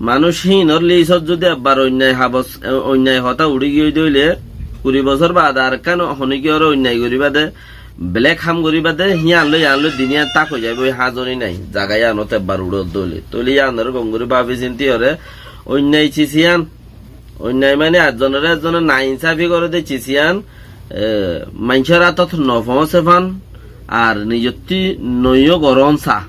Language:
Rohingya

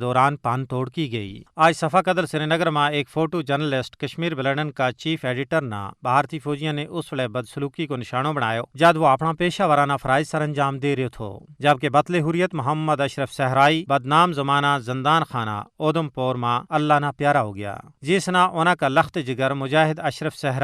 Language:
Gujari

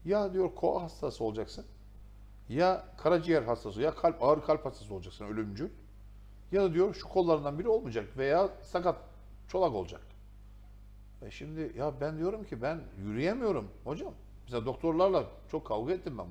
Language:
Turkish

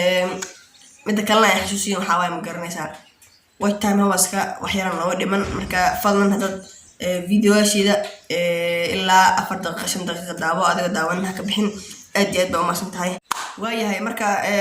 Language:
Somali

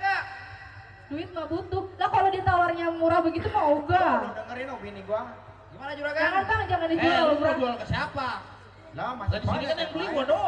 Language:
Betawi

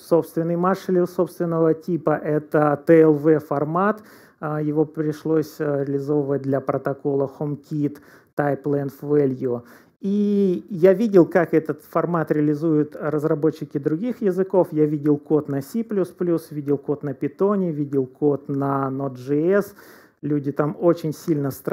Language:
Russian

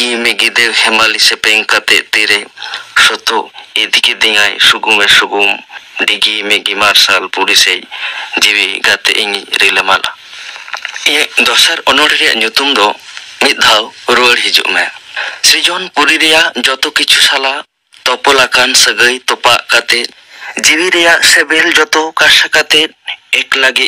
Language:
Santali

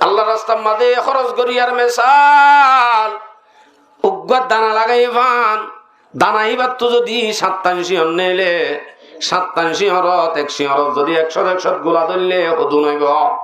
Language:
Rohingya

